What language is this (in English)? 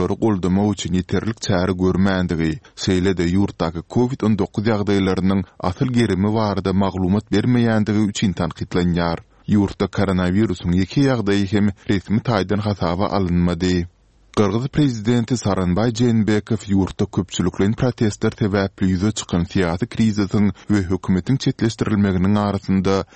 Turkmen